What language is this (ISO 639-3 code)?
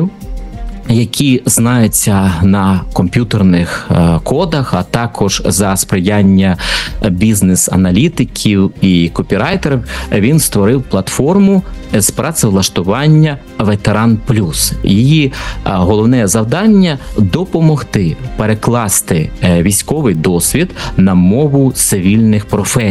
ukr